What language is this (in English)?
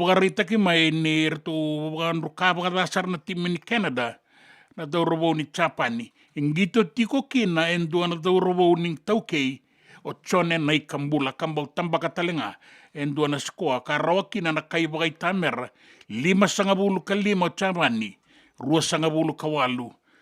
Fijian